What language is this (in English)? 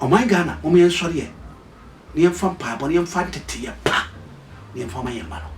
Akan